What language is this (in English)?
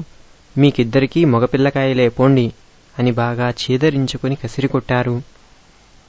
Telugu